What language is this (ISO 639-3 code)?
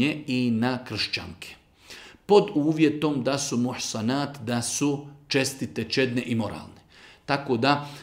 bos